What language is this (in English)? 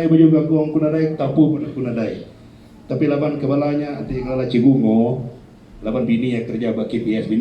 Iban